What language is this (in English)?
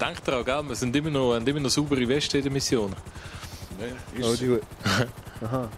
Swiss German